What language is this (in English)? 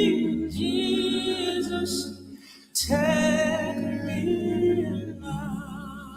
Ewe